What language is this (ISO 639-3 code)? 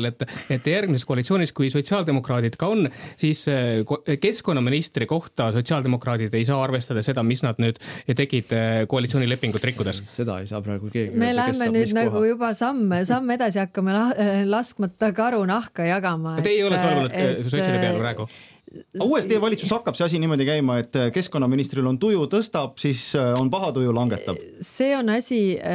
est